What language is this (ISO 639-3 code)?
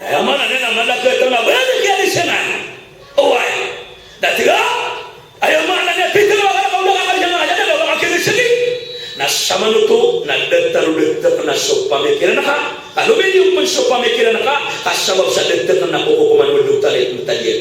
mrw